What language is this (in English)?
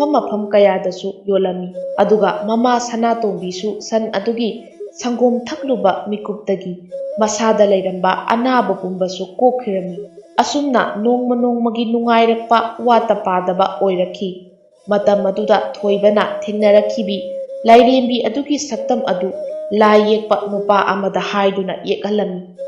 Manipuri